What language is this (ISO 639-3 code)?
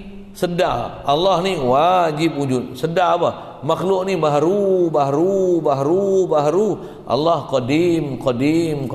msa